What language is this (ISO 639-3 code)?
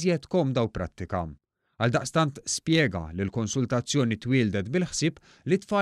mlt